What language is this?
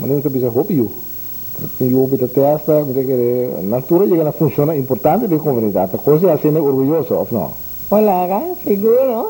Papiamento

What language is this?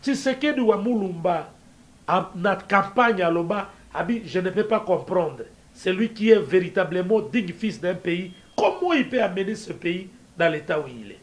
Lingala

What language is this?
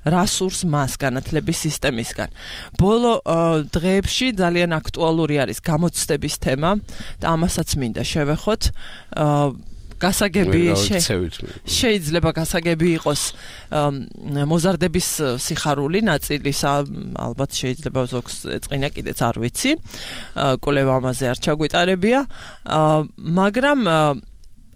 Georgian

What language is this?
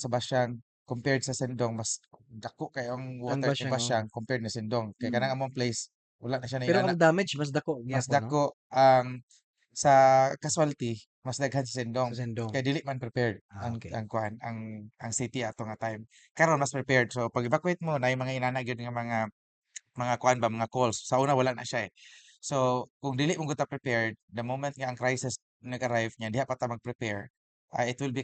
Cebuano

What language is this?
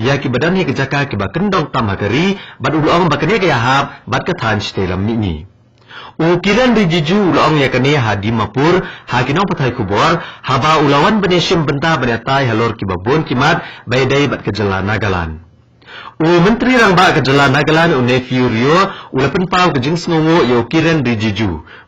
Khasi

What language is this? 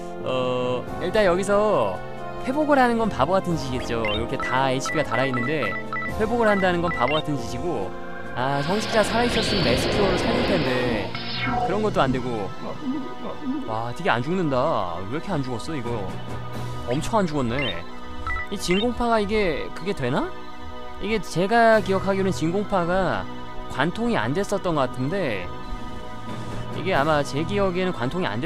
Korean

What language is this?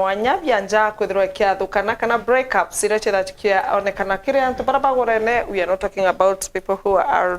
Meru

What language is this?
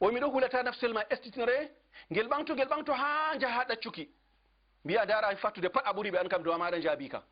Fula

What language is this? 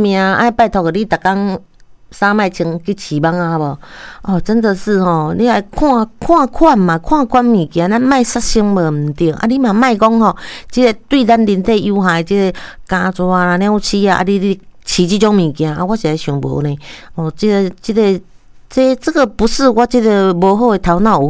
Min Nan Chinese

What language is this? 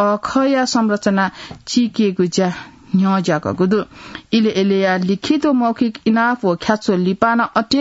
Newari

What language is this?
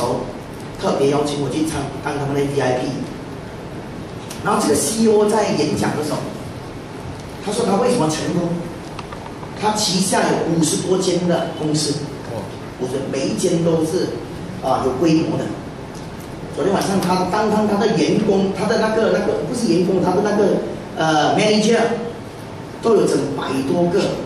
Chinese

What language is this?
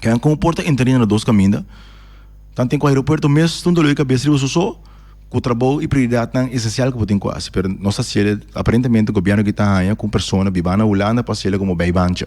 Papiamento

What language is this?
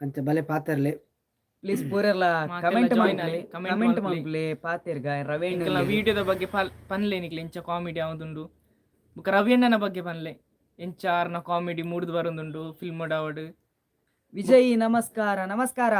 Tulu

